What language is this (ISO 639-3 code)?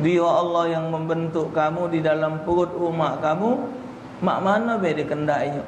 mui